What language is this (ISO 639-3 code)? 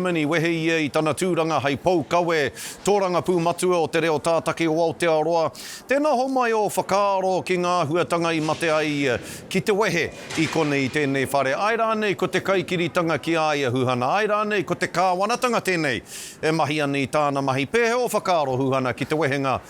mri